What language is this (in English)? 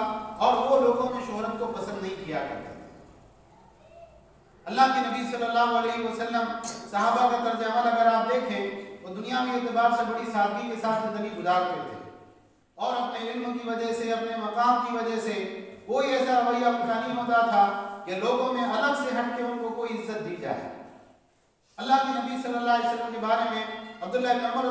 Urdu